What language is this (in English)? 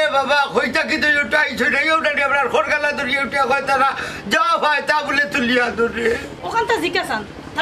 Sylheti